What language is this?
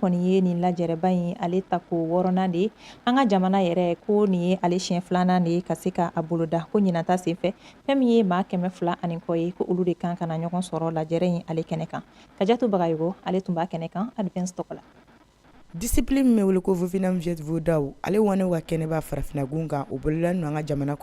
Bambara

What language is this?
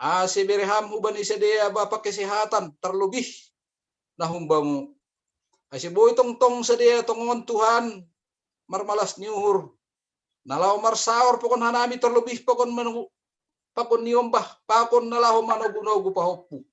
Batak Simalungun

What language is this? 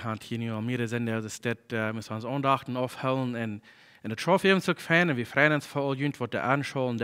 Plautdietsch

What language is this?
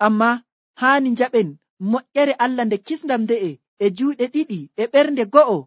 Nigerian Fulfulde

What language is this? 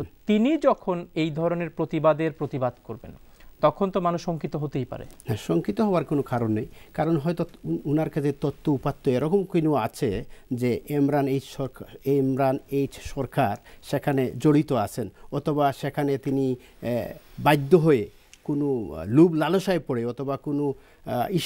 Bangla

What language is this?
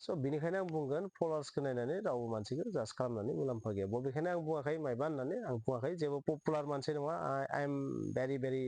Bodo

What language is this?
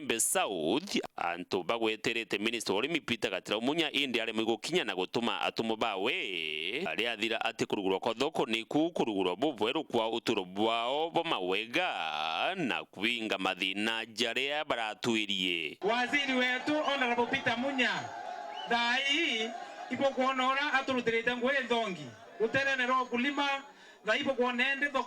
Meru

